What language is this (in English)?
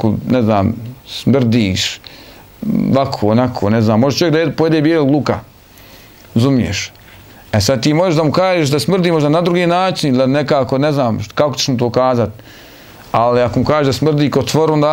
Bosnian